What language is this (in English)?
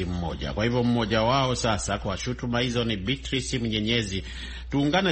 Swahili